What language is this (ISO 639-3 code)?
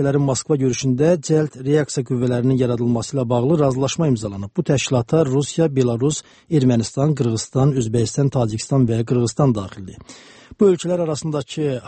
aze